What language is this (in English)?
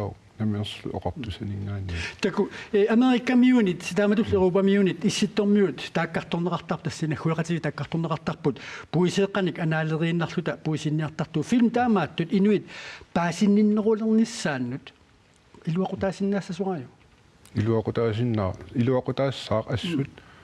Kalaallisut